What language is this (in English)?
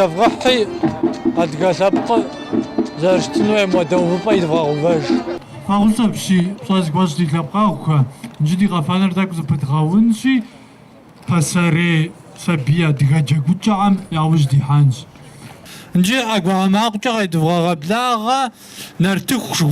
Kabardian